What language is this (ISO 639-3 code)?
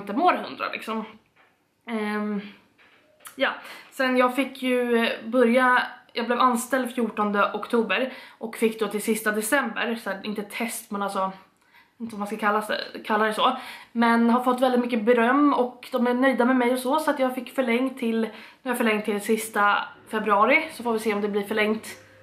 swe